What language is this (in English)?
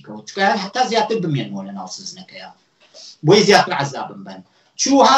Central Kurdish